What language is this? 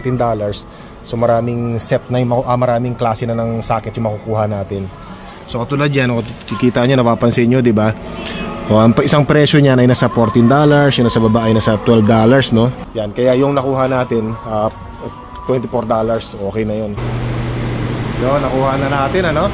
Filipino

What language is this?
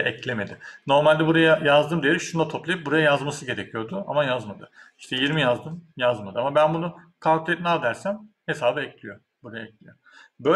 Turkish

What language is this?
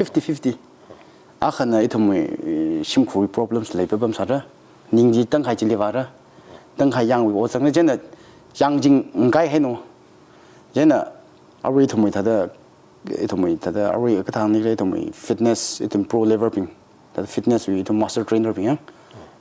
Tangkhul Naga (India)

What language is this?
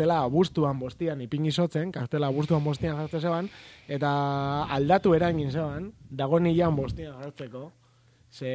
Basque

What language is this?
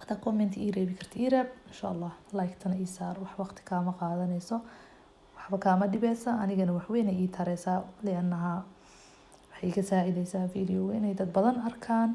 Somali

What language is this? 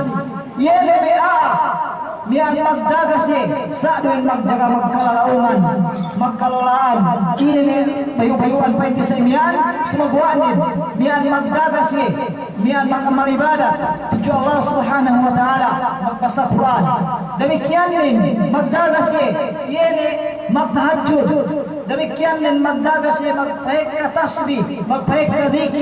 Yakan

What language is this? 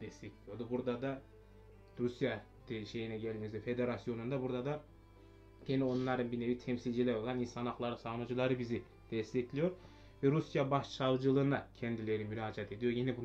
Turkish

